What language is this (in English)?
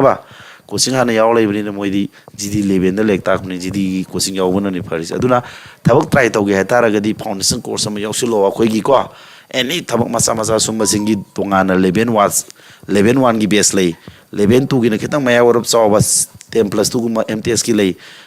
Manipuri